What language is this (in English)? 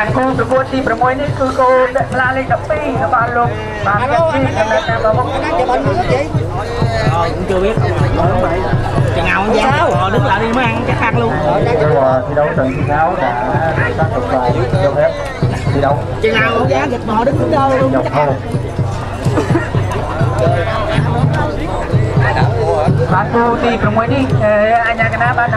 Vietnamese